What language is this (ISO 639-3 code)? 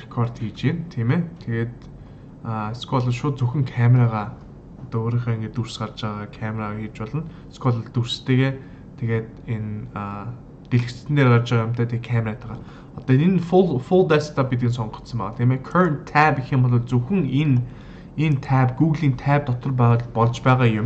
mon